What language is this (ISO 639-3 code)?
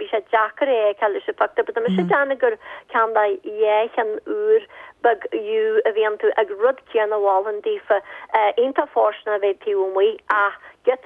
gle